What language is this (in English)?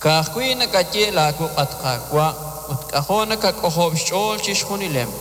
Kekchí